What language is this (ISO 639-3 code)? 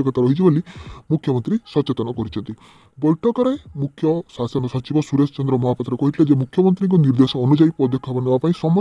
ori